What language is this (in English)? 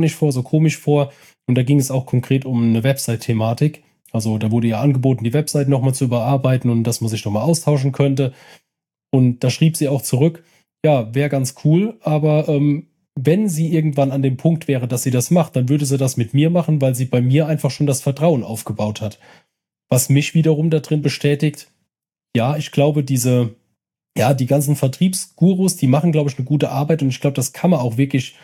German